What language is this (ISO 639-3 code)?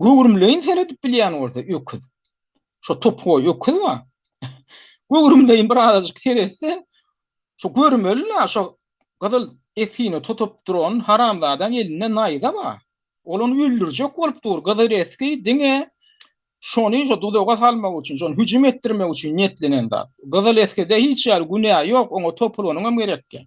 tuk